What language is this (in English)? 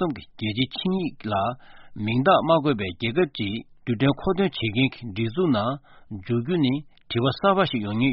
Korean